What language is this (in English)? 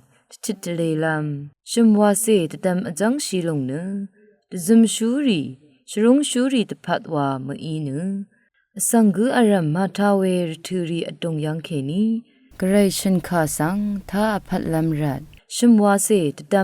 Rawang